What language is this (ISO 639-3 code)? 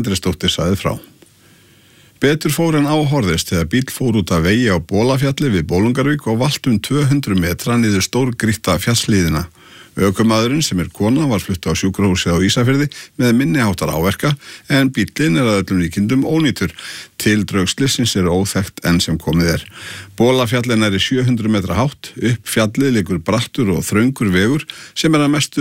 isl